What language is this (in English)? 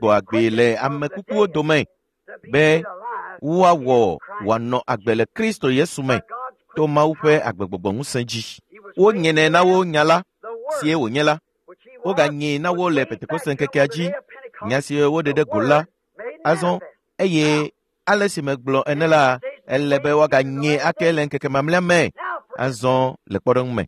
Ewe